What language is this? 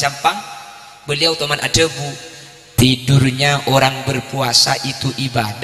Madurese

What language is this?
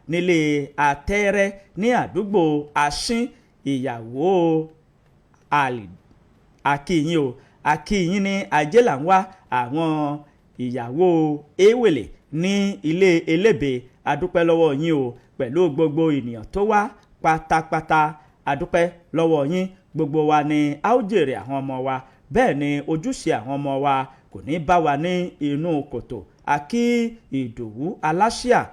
Yoruba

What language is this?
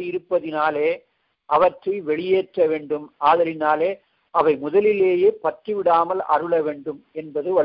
Tamil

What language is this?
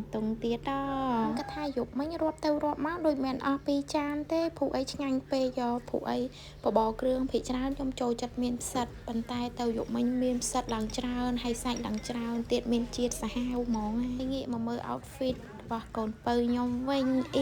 Khmer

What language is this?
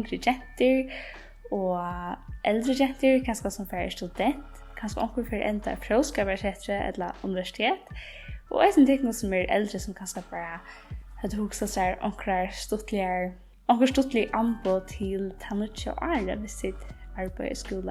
Faroese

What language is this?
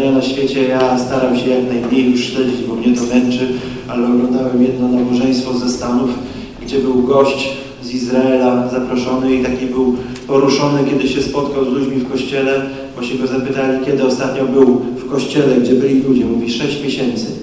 Polish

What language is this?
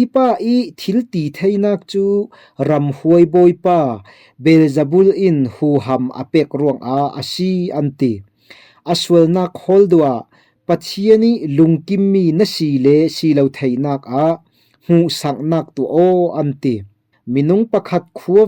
Falam Chin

